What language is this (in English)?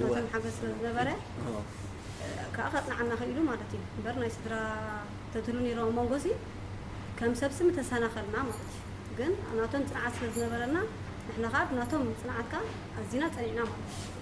Tigrinya